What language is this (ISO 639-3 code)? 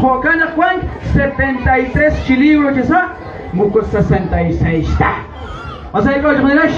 kek